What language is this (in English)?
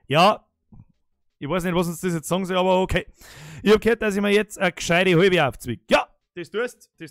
Bavarian